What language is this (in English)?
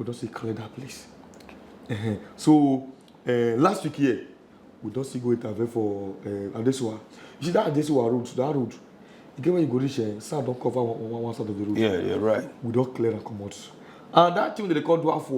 Nigerian Pidgin